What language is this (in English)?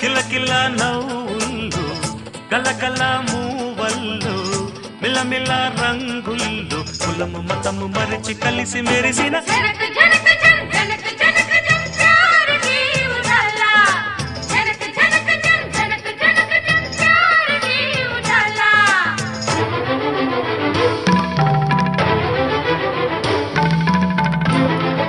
Telugu